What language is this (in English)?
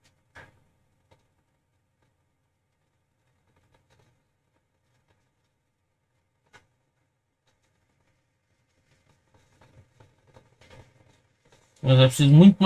Portuguese